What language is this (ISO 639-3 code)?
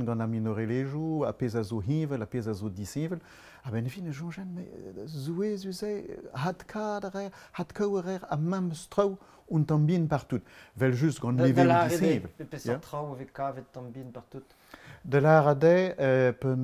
bre